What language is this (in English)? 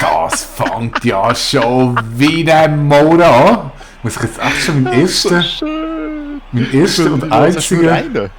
Swiss German